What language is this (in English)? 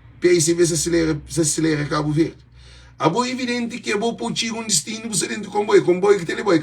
Kabuverdianu